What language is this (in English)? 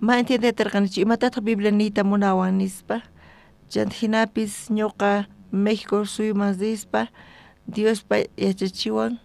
South Bolivian Quechua